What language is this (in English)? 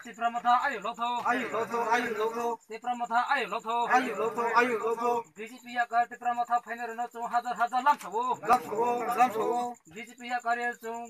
Kok Borok